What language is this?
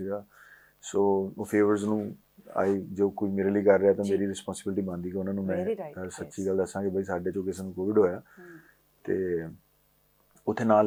Punjabi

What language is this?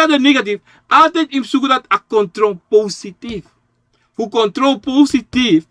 Sranan Tongo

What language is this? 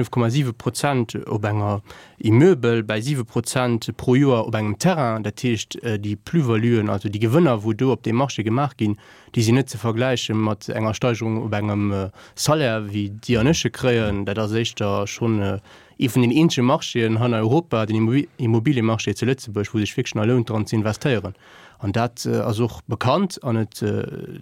Luxembourgish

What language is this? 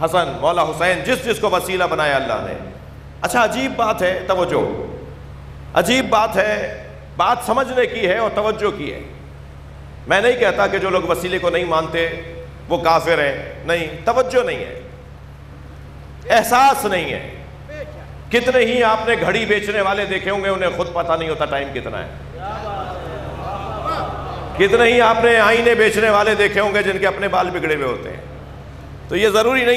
Urdu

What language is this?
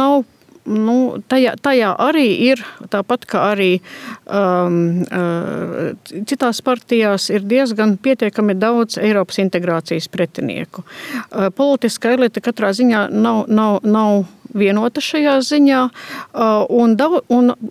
Latvian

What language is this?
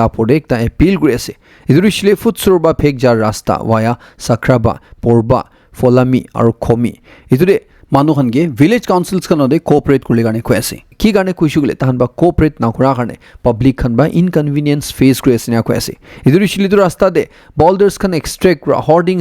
Naga Pidgin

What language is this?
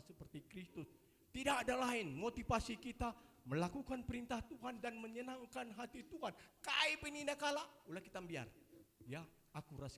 Batak Karo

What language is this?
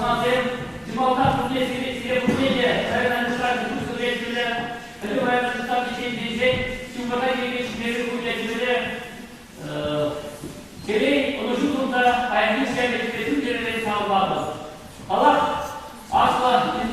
Chuvash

